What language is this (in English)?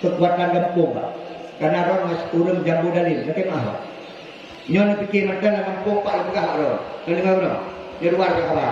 Achinese